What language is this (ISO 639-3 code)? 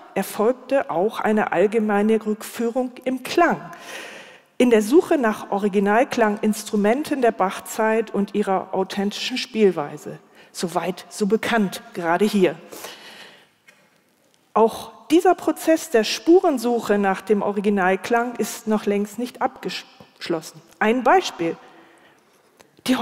deu